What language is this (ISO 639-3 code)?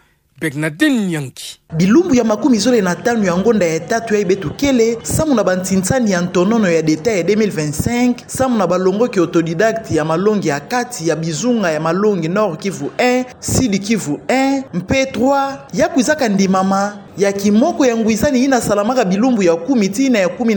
ktu